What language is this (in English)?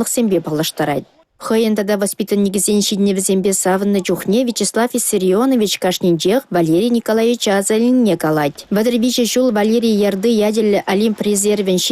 Chuvash